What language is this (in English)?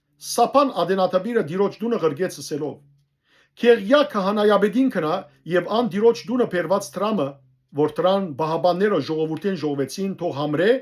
Western Armenian